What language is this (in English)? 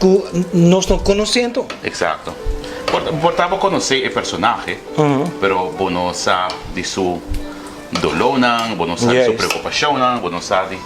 Papiamento